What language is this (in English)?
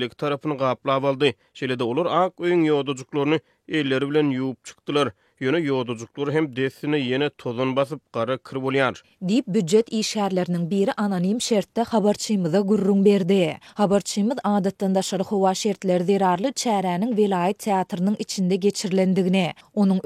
Turkmen